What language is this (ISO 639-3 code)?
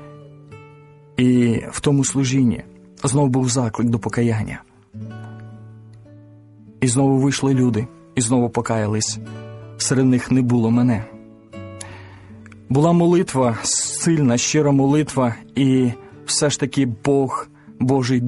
ukr